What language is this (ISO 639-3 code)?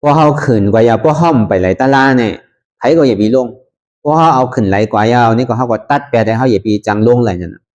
shn